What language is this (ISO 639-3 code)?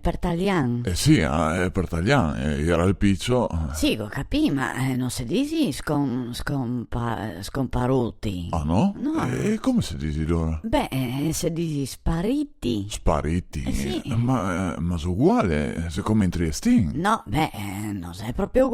vec